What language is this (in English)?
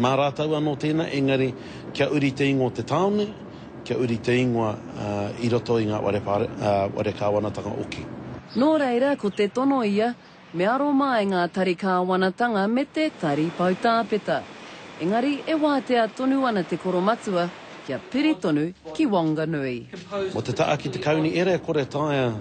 Māori